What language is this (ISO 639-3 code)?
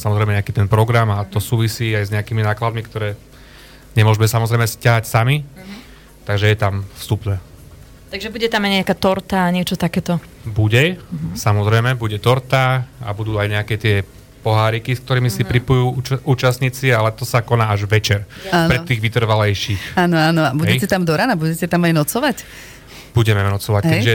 slk